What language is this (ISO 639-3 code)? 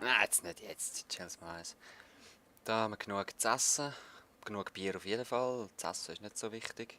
gsw